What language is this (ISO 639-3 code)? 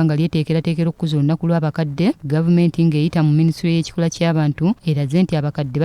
lug